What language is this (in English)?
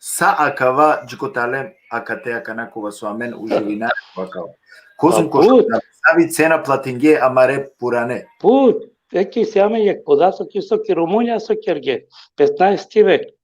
Balkan Romani